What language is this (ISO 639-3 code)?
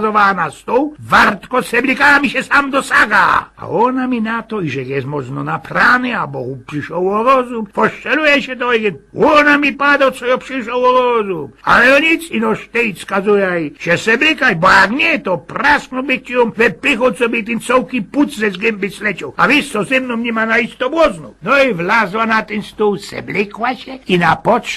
szl